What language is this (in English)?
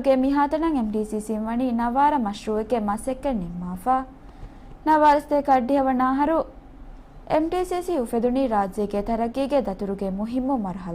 Divehi